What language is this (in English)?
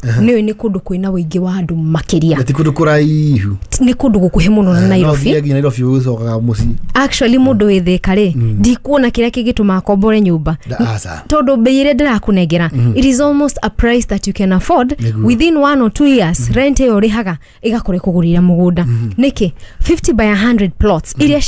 Kikuyu